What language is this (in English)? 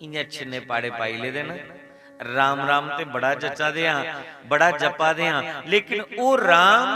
Dogri